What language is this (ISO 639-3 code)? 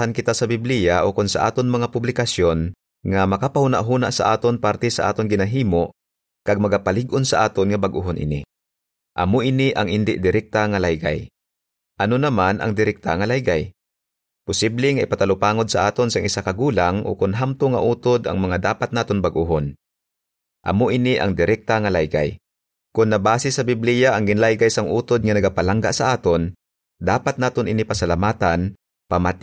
hil